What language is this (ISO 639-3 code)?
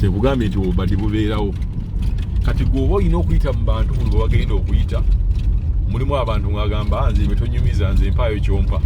lug